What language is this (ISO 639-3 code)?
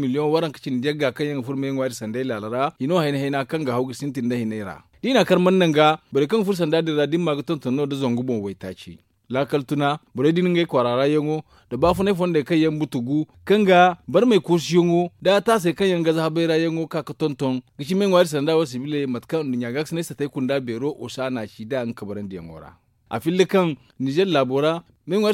dje